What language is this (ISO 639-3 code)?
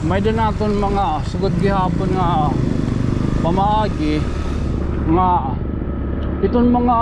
war